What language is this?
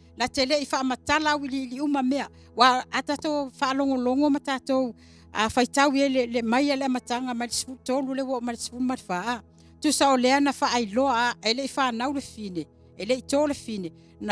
Samoan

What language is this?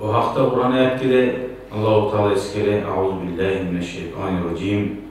Kumyk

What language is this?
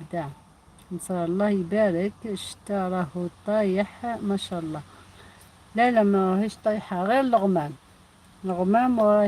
Algerian Arabic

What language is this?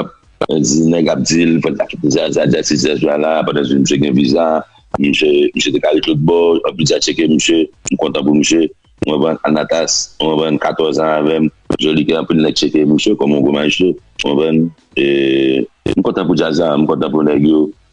Haitian Creole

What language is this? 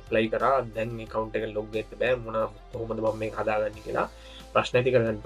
Sinhala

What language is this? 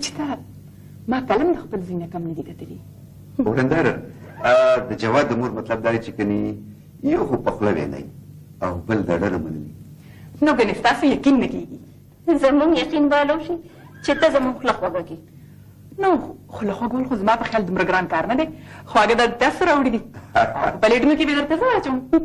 Pashto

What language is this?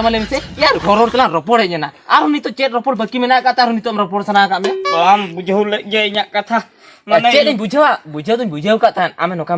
Santali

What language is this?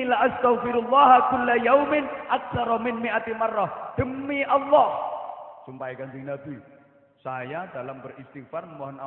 Javanese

